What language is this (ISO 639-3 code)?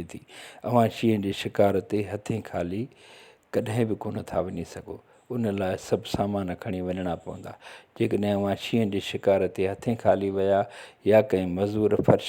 snd